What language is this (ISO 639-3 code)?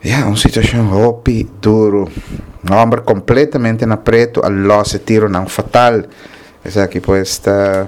pap